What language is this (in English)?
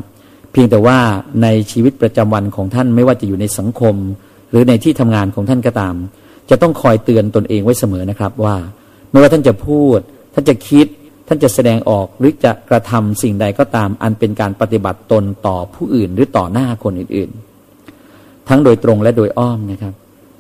Thai